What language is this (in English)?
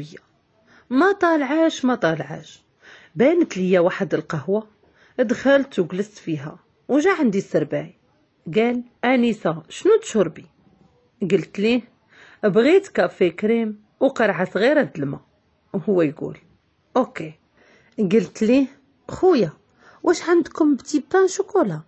Moroccan Arabic